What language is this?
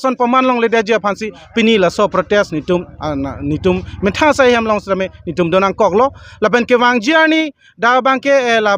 Karbi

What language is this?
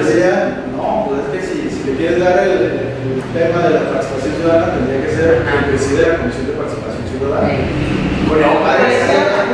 Spanish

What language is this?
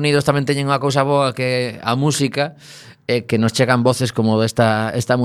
Galician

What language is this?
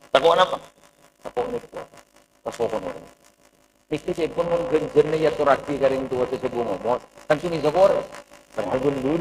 Madurese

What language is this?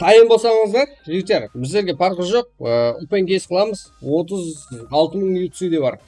Kara-Kalpak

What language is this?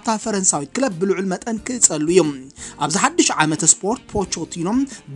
Tigrinya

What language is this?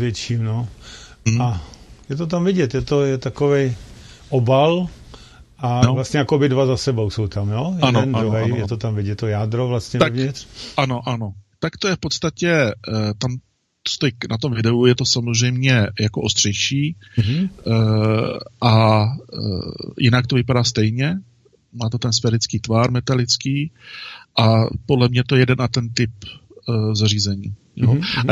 Czech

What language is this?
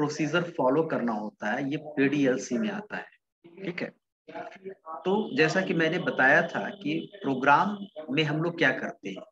Hindi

